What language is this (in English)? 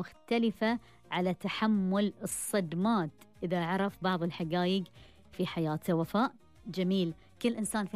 Gulf Arabic